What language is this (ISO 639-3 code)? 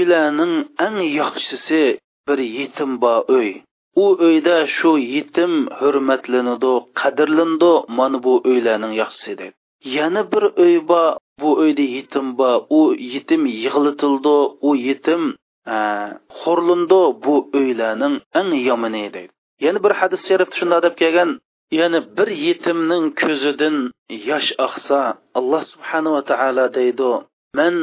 uig